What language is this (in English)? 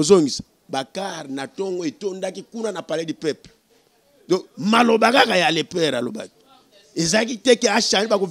Lingala